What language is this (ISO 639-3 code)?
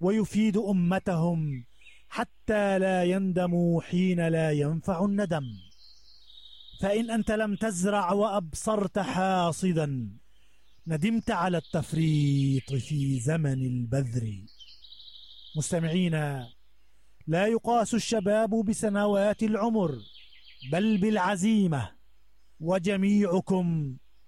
ara